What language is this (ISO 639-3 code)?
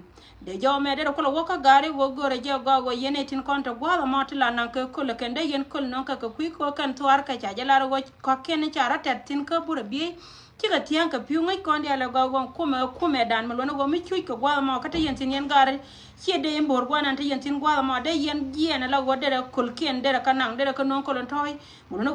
nus